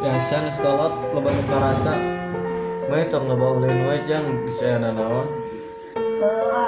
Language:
Sundanese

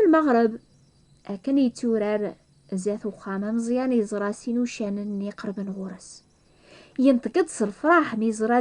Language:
Kabyle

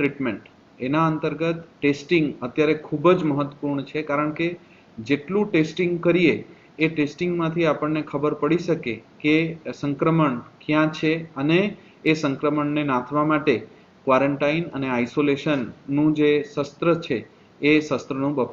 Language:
Gujarati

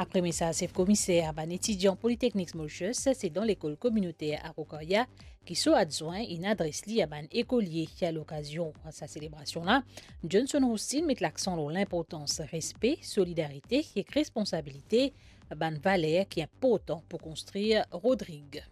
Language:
Morisyen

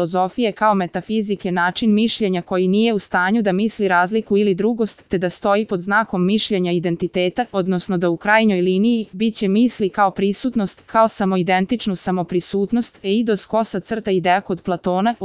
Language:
Serbian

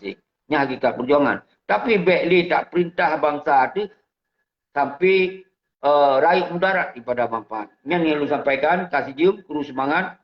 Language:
Achinese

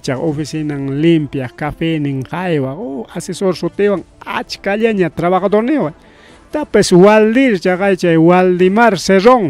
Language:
Ayacucho Quechua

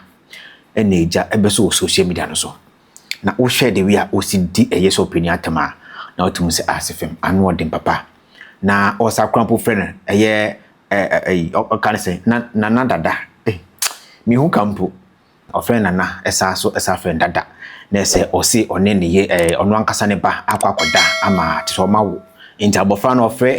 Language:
Akan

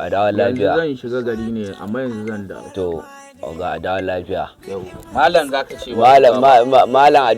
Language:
Hausa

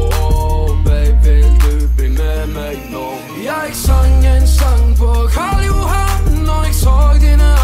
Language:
Norwegian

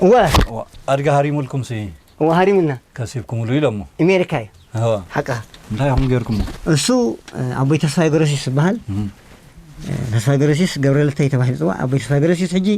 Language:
Tigrinya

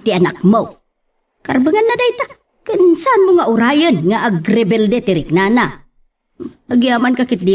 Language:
Iloko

